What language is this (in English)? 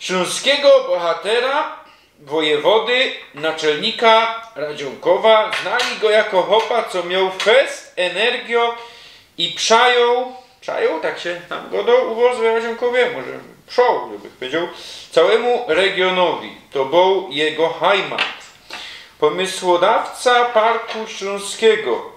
Silesian